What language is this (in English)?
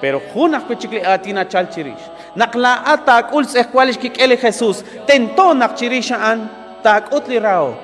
Kekchí